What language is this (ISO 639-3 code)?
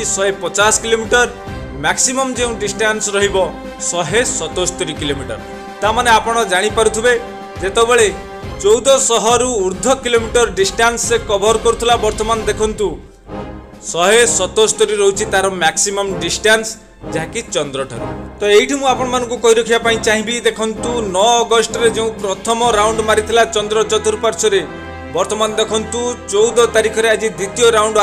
ori